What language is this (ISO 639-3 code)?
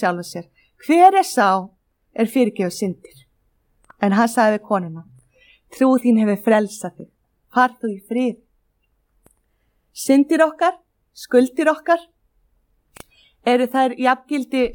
isl